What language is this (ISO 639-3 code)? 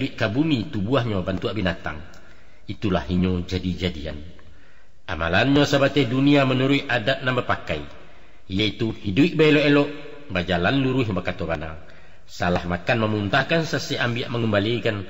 min